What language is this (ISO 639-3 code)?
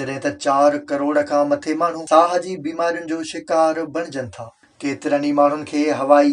snd